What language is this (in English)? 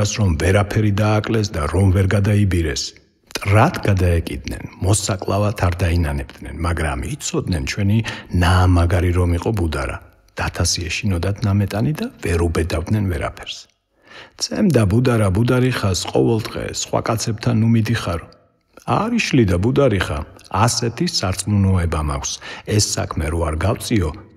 Georgian